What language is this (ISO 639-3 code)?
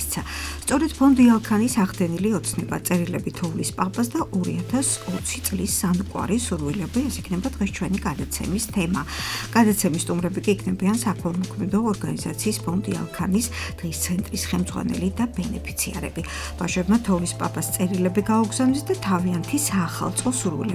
kat